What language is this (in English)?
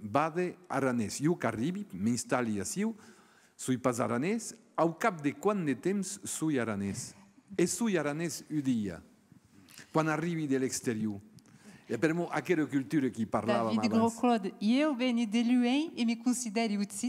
Occitan